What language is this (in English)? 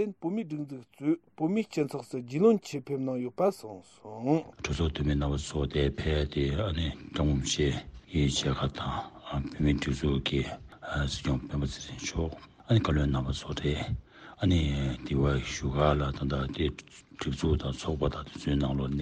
Tibetan